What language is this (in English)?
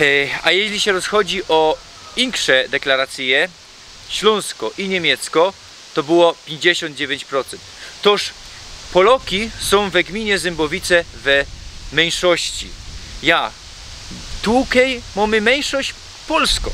Silesian